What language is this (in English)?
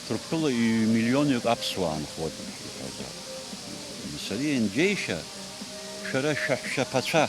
Abkhazian